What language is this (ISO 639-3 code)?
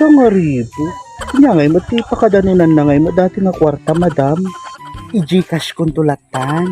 ilo